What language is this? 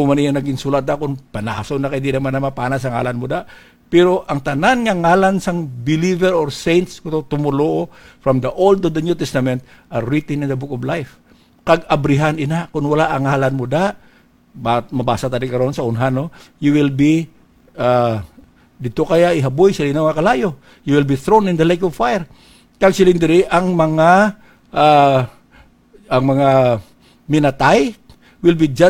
Hiligaynon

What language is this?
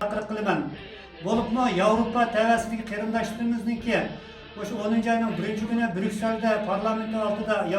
Uyghur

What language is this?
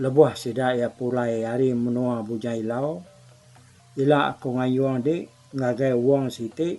Iban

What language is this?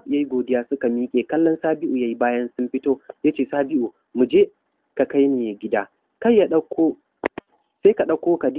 Hausa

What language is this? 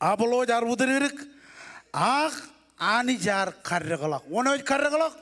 Marshallese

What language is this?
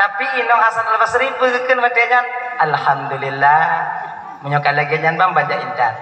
Achinese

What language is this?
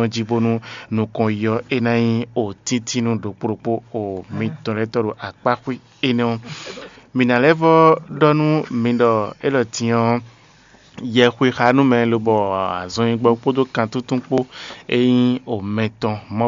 Fon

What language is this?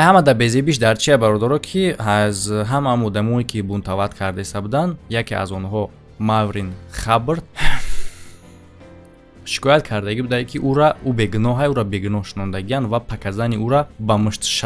Tajik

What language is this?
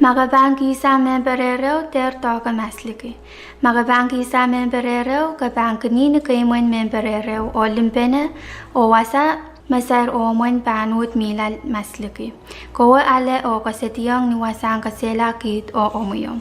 Pohnpeian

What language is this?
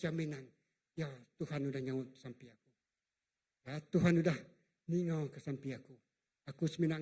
Iban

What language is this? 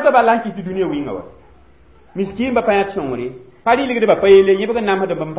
Mossi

